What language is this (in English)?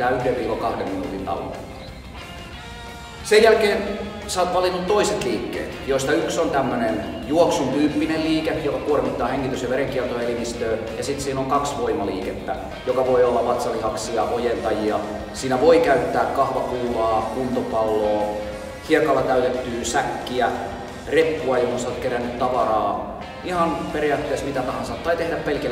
Finnish